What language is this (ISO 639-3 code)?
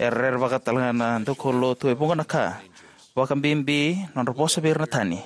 fij